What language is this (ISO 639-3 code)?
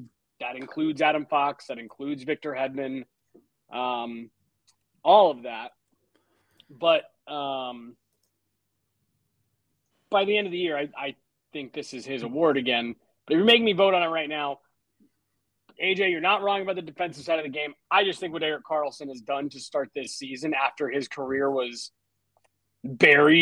eng